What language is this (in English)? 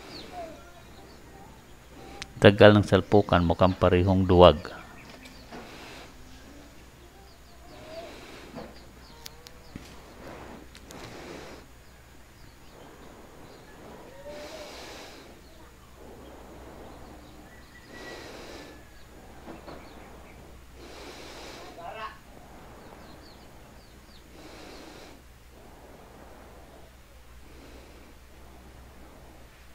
Filipino